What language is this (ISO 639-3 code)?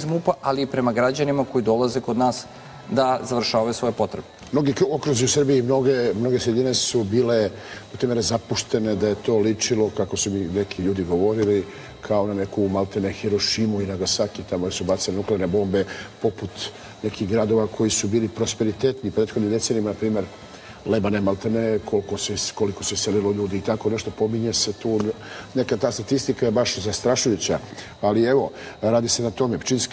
srp